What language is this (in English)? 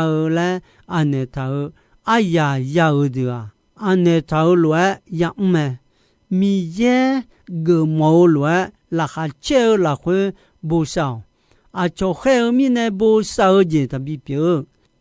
Akha